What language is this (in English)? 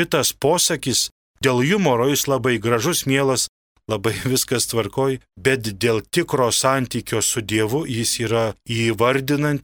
Lithuanian